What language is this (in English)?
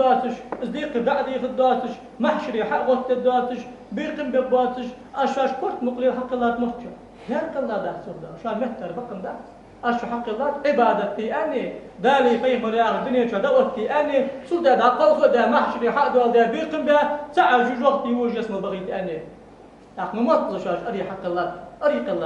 Ingush